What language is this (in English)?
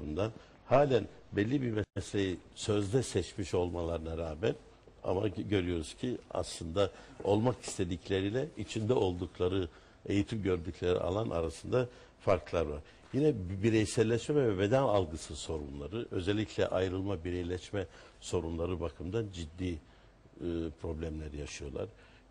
Turkish